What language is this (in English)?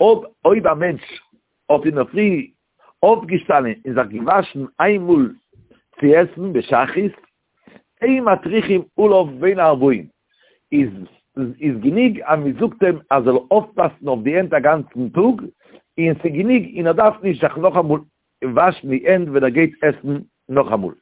Yiddish